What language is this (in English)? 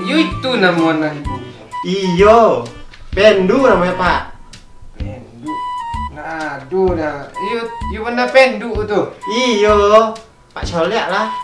Minangkabau